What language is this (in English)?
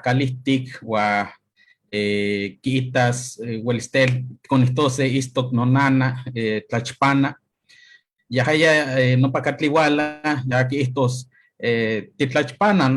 Eastern Huasteca Nahuatl